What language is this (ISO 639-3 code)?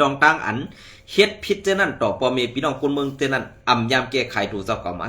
shn